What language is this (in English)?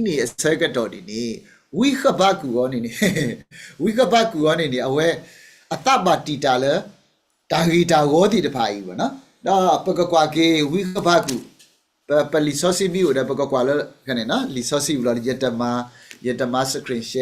S'gaw Karen